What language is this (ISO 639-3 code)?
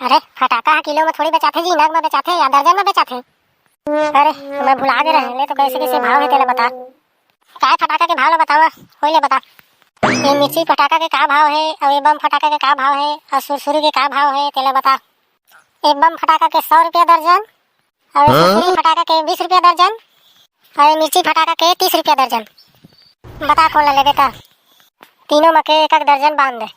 hne